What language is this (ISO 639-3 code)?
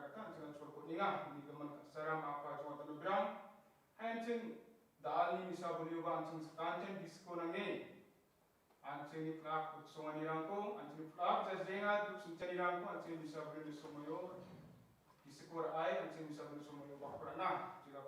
grt